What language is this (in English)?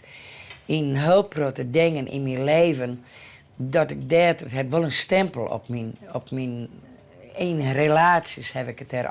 Western Frisian